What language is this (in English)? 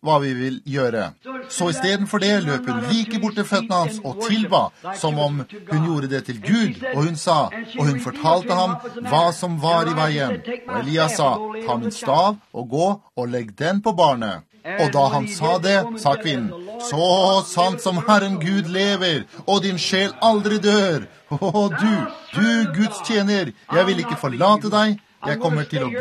Norwegian